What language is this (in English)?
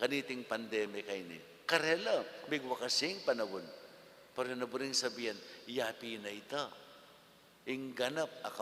Pampanga